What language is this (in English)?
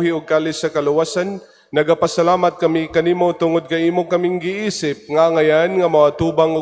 Cebuano